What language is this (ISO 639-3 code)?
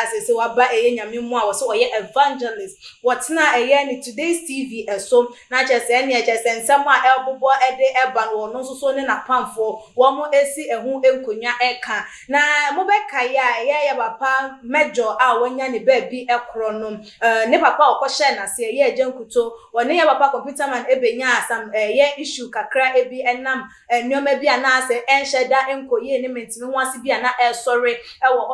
aka